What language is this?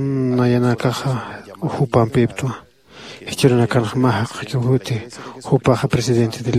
Aymara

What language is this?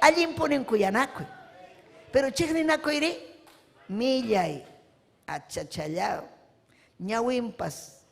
Ayacucho Quechua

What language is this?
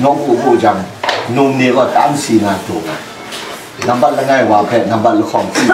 Kachin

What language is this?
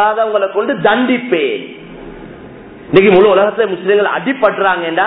Tamil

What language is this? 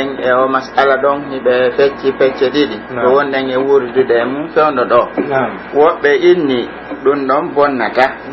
Pular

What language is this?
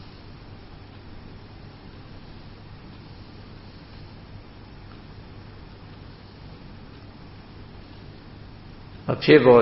Burmese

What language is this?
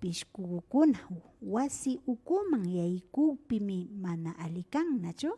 Imbabura Highland Quichua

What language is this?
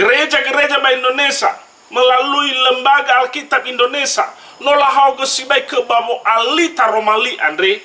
Nias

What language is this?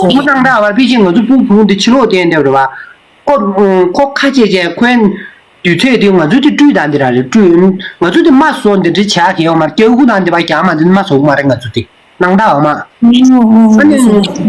Tibetan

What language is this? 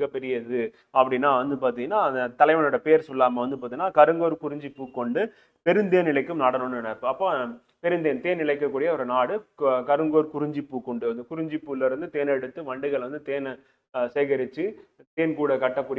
Tamil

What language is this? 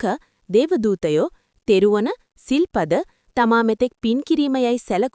Sinhala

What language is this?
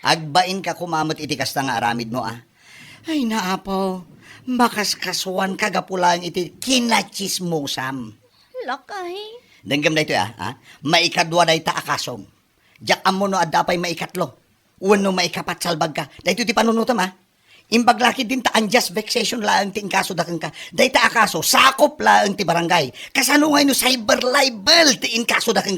Iloko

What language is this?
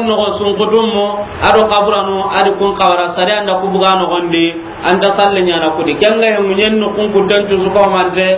Soninke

